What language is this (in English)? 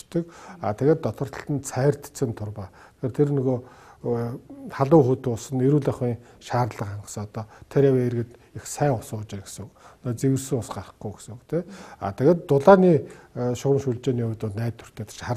Mongolian